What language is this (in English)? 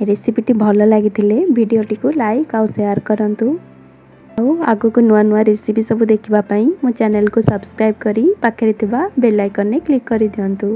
Odia